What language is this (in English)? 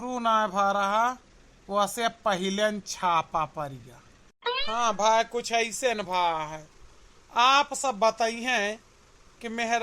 Awadhi